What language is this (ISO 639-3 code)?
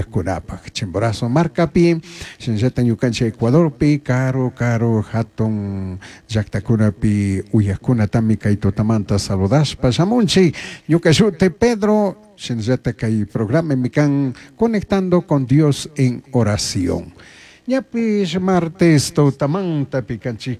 qug